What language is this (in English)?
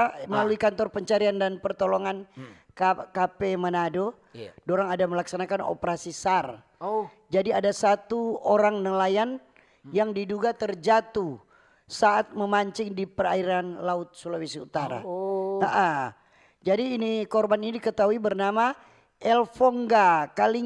Manado Malay